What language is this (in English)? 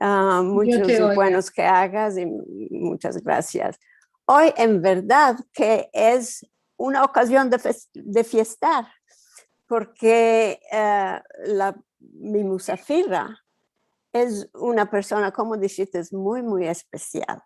Ladino